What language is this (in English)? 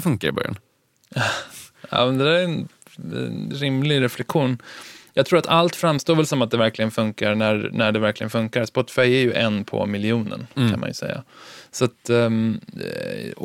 Swedish